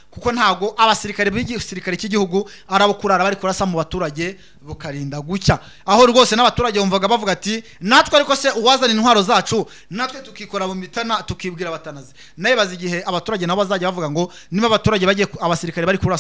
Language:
Kinyarwanda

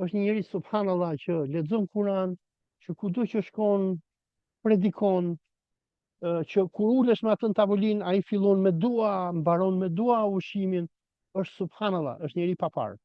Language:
Albanian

